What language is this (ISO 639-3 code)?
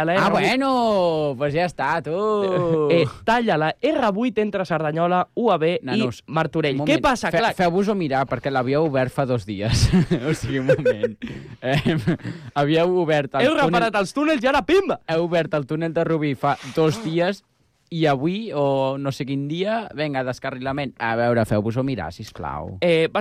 cat